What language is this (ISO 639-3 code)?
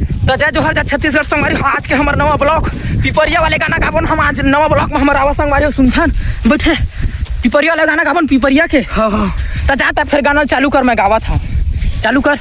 hne